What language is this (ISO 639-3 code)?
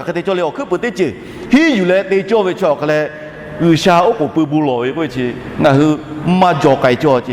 lhu